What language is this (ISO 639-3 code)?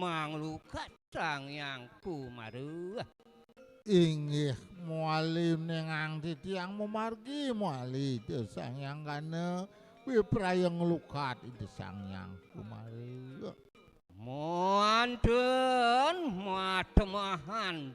ban